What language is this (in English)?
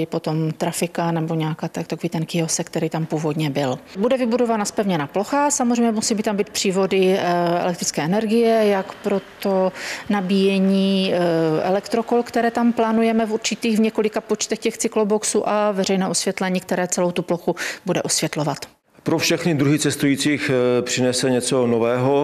Czech